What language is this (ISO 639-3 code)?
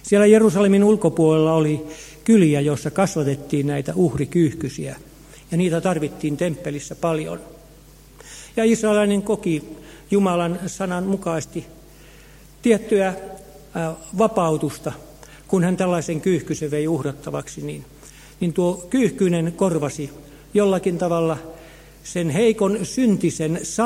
fin